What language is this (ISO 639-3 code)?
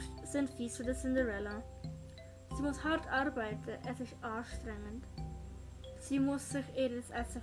gsw